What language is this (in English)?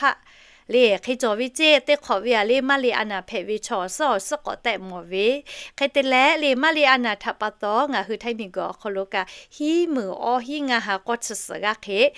Lahu